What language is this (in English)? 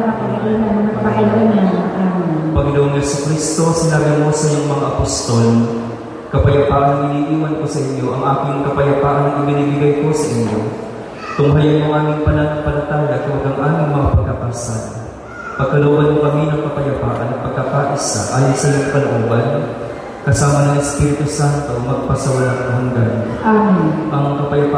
Filipino